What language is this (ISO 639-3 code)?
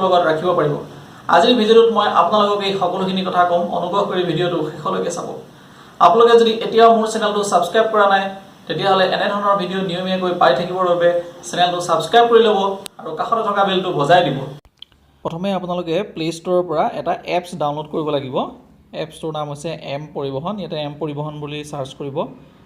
asm